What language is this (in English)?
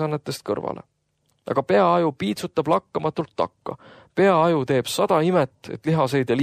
Estonian